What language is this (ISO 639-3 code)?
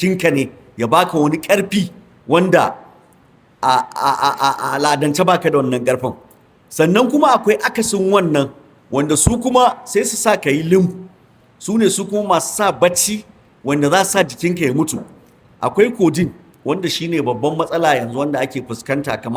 hau